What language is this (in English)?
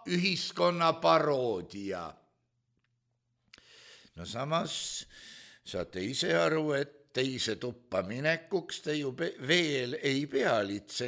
Estonian